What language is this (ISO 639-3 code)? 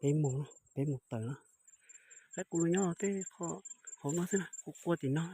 hmn